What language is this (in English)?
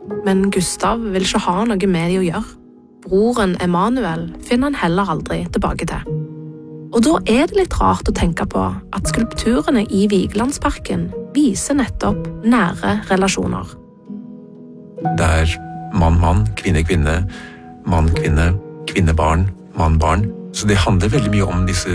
Norwegian